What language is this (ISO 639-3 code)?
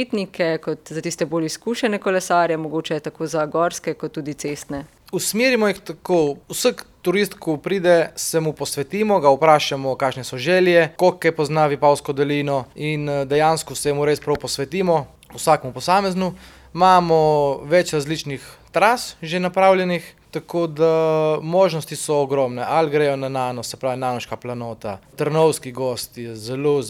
slv